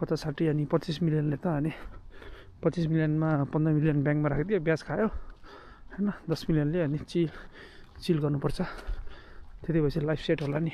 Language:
Nepali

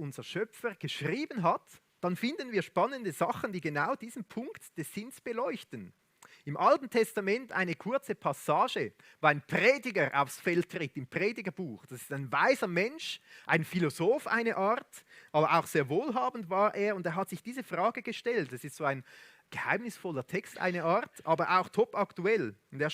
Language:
Swiss German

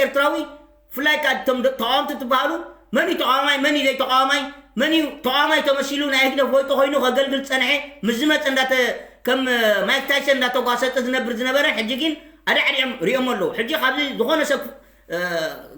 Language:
Tigrinya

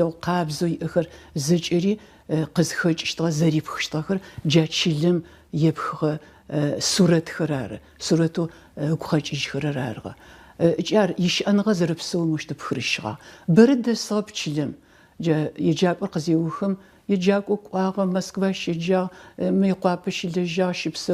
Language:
Adyghe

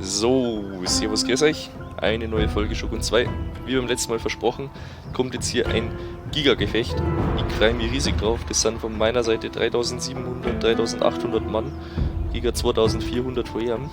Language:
Bavarian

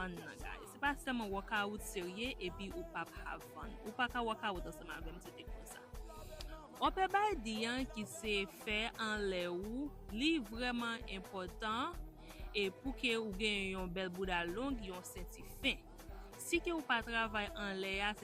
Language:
Haitian Creole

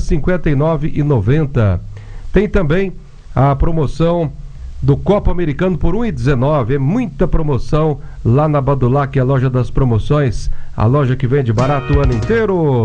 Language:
Portuguese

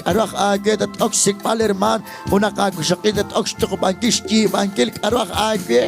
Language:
Kekchí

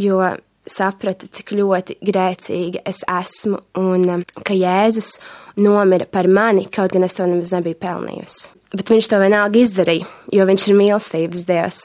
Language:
Latvian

